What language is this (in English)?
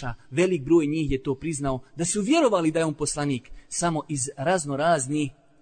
Bosnian